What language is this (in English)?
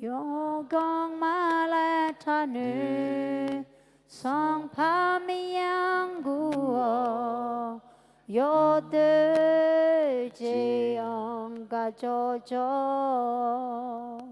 Akha